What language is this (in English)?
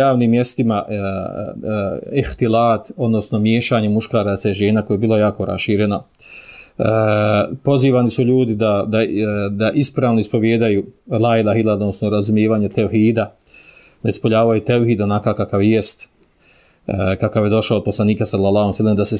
Bosnian